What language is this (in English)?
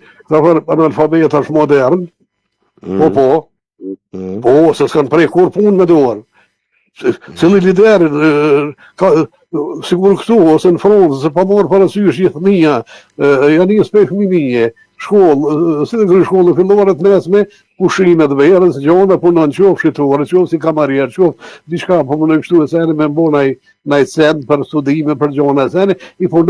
Albanian